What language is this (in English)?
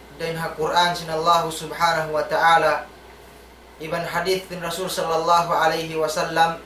Tausug